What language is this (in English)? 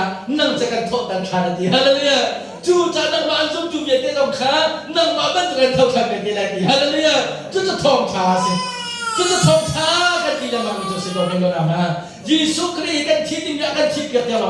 Hakha Chin